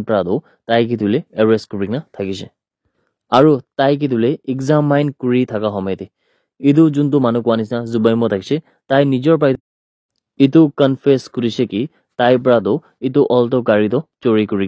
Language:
Naga Pidgin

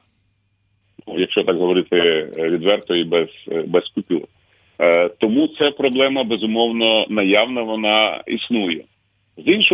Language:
Ukrainian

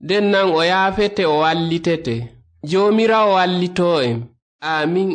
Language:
Nigerian Fulfulde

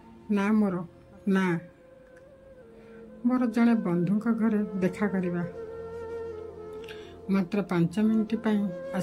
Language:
Odia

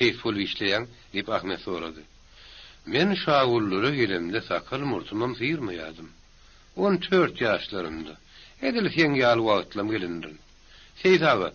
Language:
Turkmen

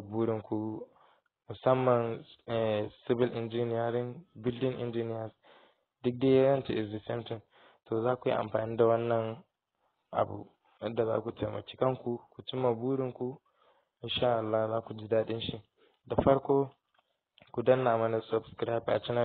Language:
Hausa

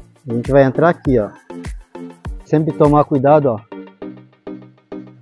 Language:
Portuguese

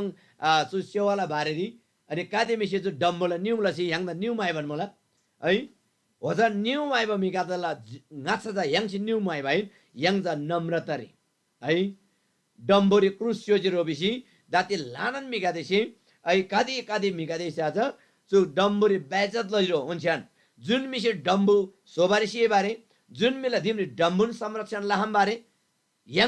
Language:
Eastern Tamang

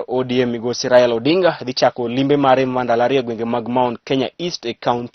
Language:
Luo (Kenya and Tanzania)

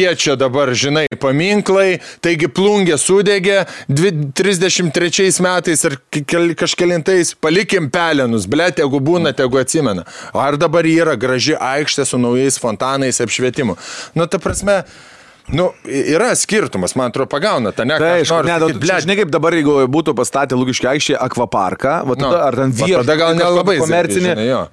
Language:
Lithuanian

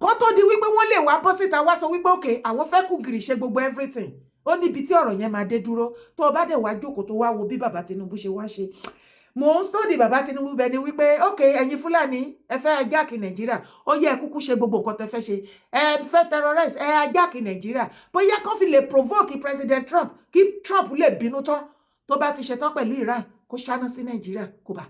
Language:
Yoruba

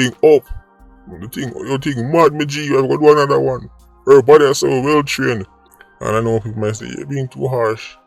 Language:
Jamaican Creole English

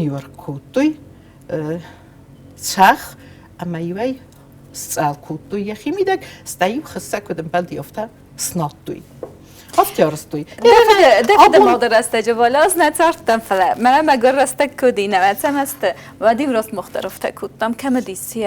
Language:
Ossetic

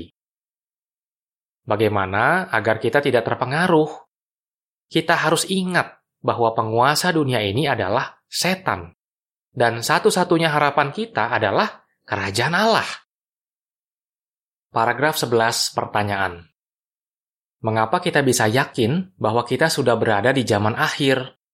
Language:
Indonesian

